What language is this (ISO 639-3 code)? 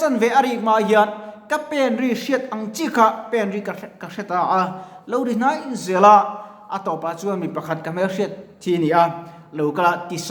lus